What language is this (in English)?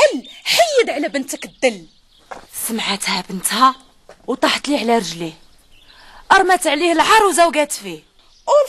Moroccan Arabic